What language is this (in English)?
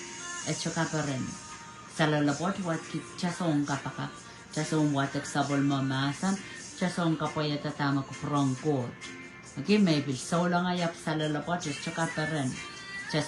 Pohnpeian